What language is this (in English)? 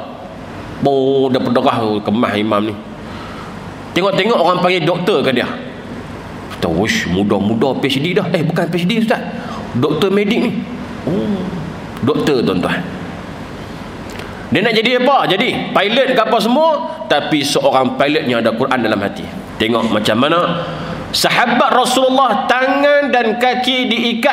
Malay